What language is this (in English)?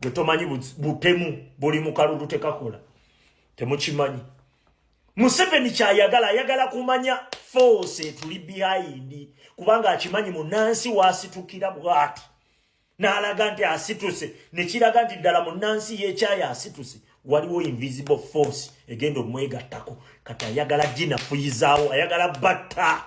Ganda